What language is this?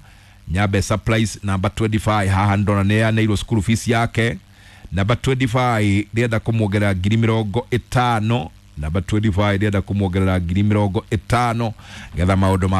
Kikuyu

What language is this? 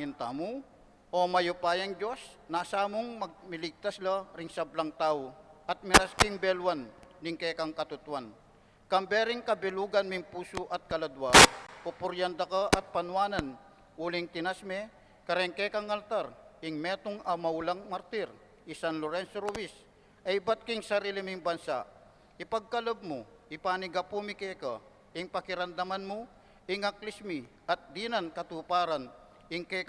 Pampanga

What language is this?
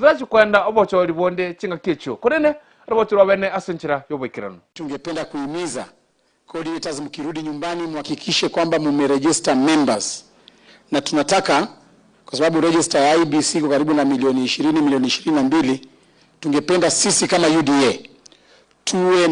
Gusii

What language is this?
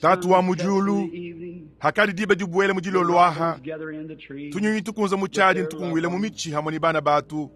Luba-Lulua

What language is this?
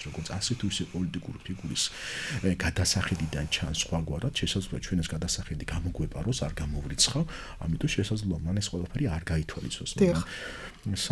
Georgian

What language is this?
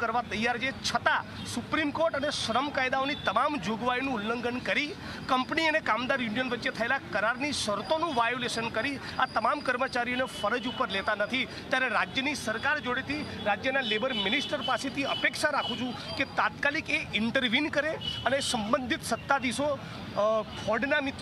Gujarati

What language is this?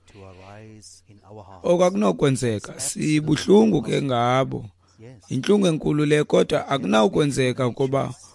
Xhosa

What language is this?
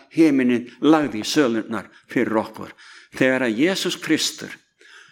Icelandic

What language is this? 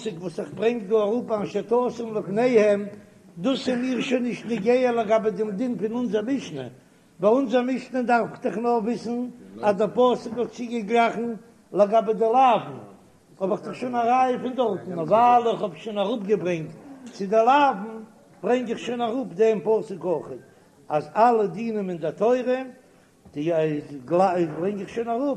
Yiddish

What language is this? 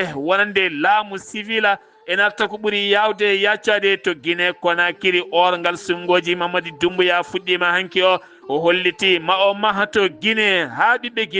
Fula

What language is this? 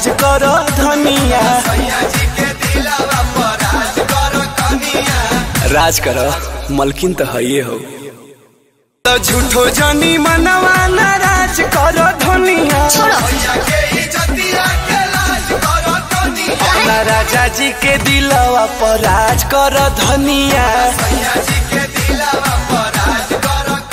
Bhojpuri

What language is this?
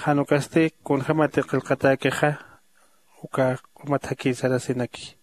Aymara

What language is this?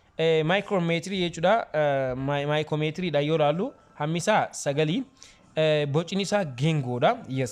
Oromo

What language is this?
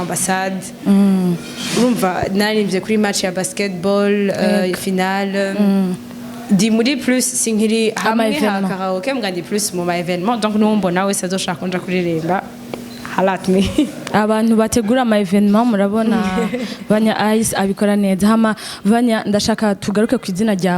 Rundi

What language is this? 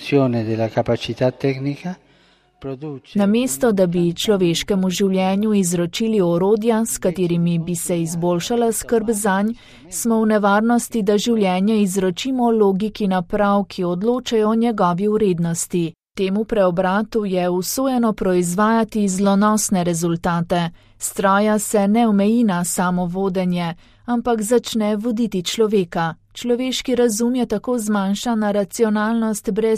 Slovenian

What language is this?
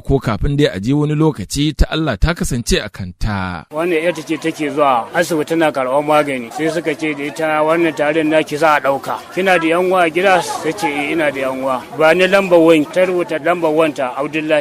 Hausa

